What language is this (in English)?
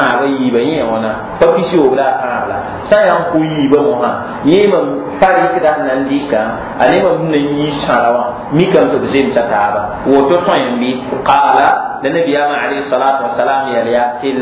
Mossi